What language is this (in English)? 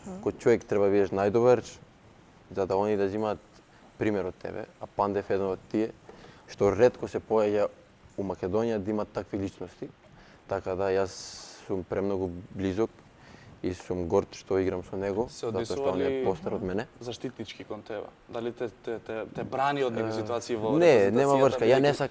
Macedonian